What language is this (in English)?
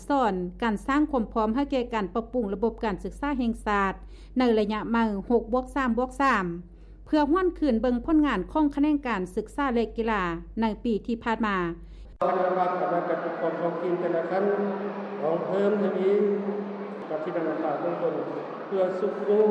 Lao